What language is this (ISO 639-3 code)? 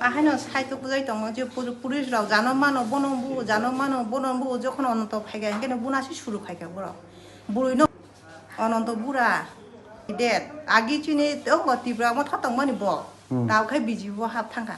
trp